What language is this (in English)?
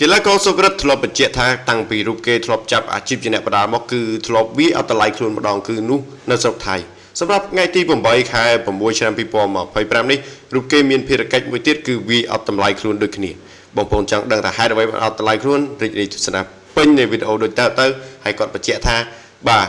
Khmer